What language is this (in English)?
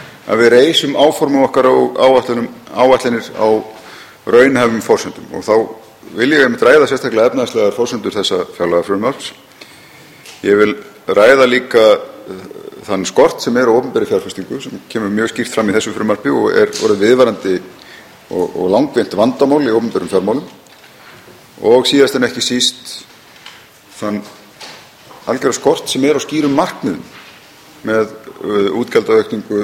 Icelandic